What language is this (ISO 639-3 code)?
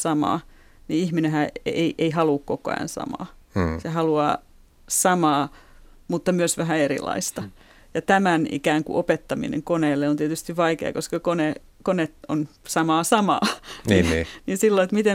fin